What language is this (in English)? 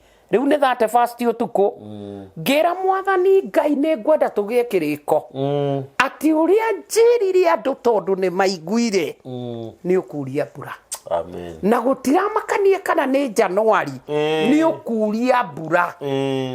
Kikuyu